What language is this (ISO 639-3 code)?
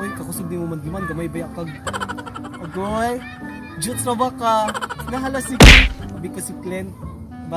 ceb